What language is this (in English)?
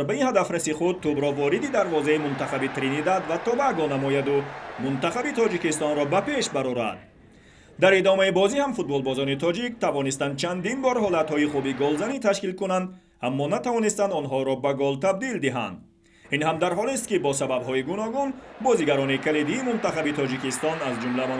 Tajik